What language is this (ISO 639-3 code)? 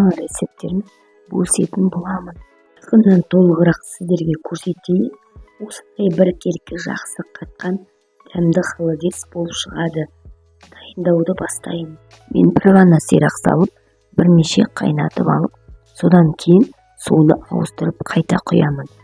kaz